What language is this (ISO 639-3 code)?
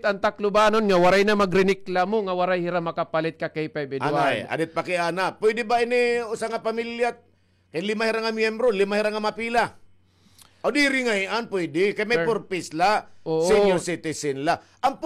war